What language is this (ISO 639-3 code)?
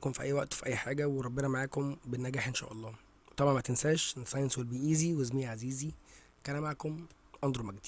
arz